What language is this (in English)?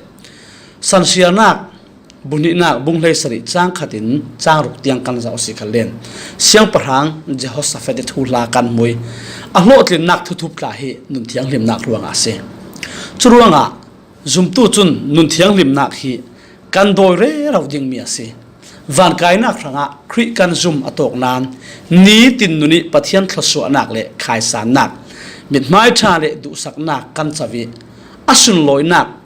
Falam Chin